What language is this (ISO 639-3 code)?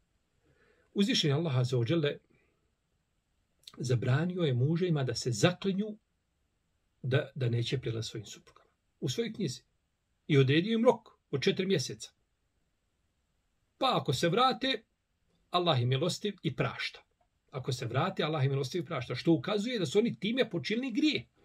bos